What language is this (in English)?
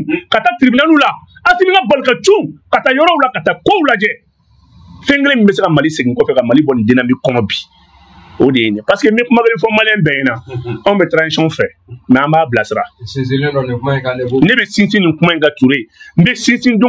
Bambara